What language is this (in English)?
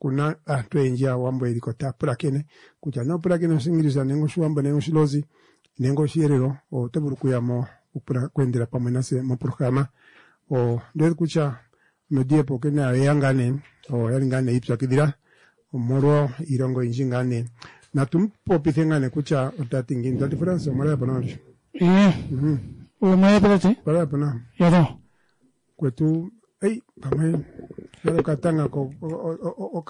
Kuanyama